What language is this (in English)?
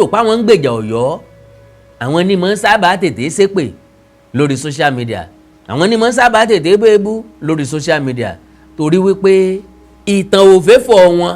Yoruba